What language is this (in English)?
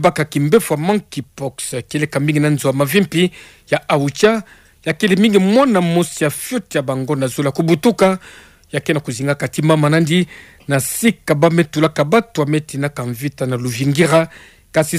Kituba (Democratic Republic of Congo)